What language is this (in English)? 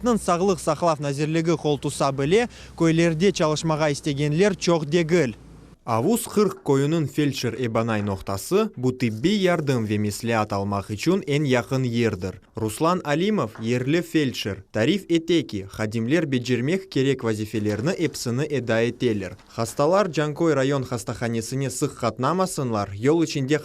Crimean Tatar